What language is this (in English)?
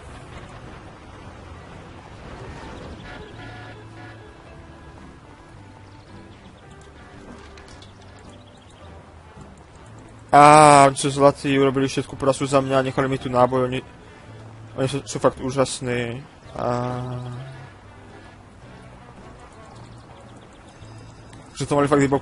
Slovak